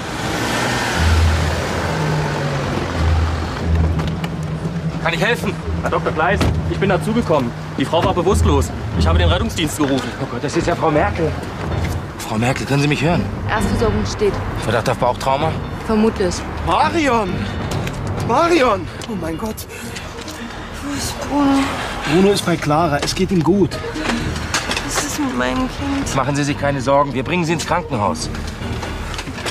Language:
German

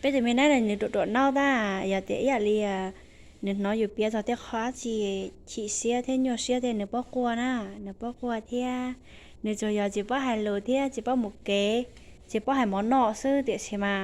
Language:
Hmong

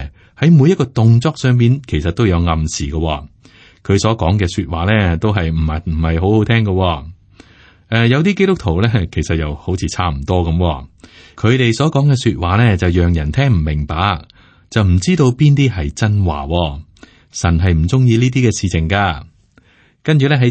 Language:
Cantonese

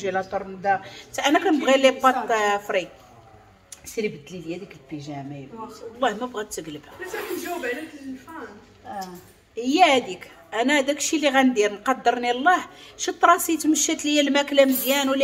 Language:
Moroccan Arabic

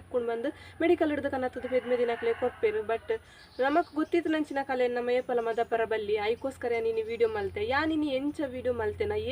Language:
Tulu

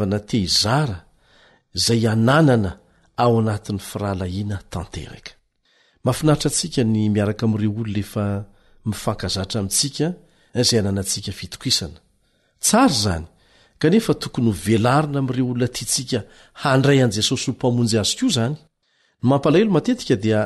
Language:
Malagasy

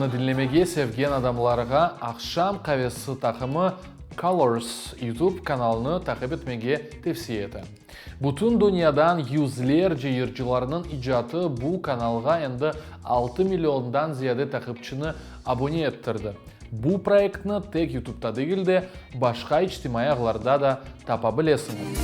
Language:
Crimean Tatar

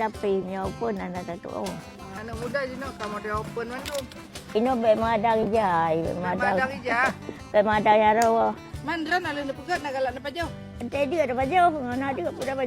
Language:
Achinese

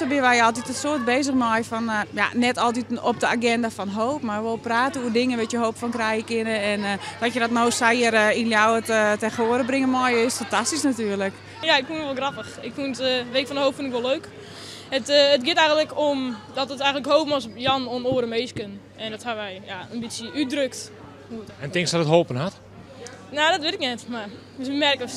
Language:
Western Frisian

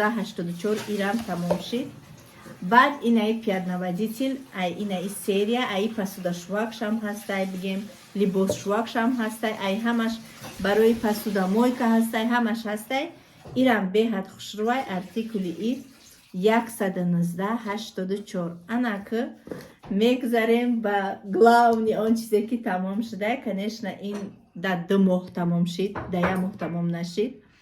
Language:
Tajik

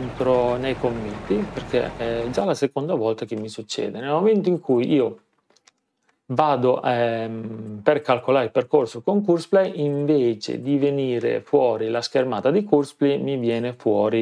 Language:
Italian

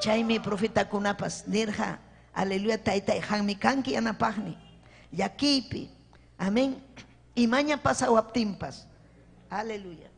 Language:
Ayacucho Quechua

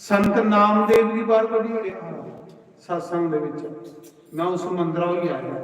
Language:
Dogri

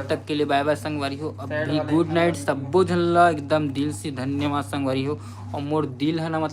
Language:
Chhattisgarhi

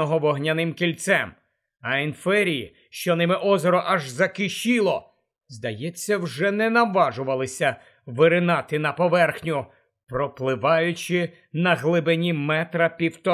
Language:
Ukrainian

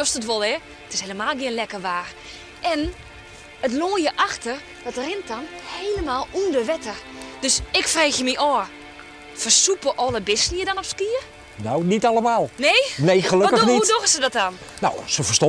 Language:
Western Frisian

